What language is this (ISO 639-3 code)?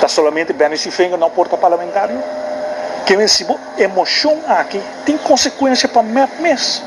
pap